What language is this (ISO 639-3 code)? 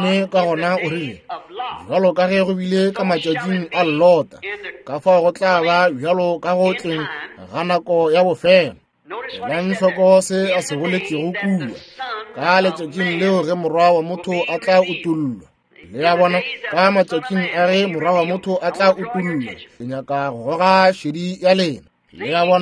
nso